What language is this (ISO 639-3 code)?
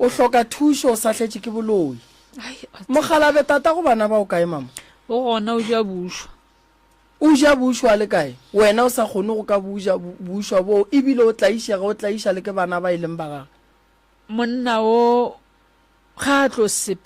nso